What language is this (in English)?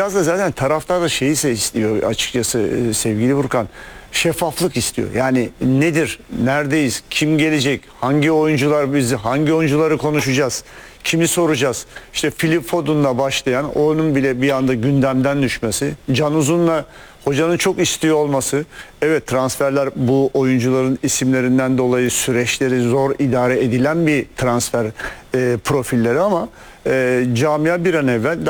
Turkish